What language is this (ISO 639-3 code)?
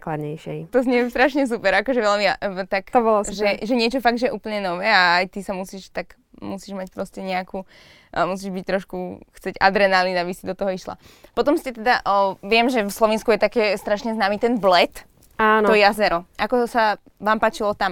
slk